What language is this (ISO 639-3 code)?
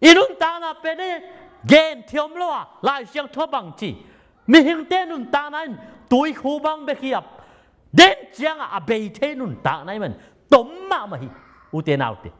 ctd